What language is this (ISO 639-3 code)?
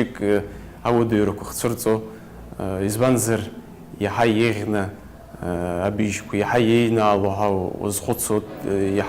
abk